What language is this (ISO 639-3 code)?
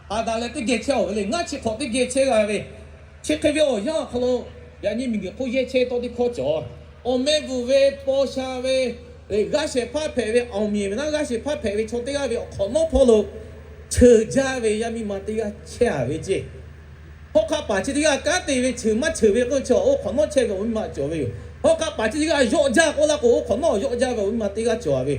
lhu